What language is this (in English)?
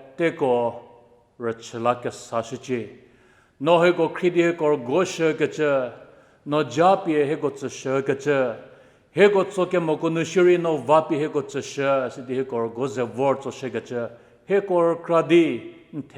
Angami Naga